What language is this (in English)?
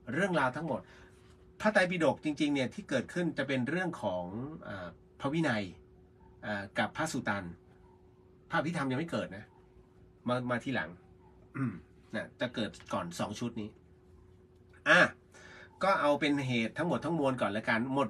Thai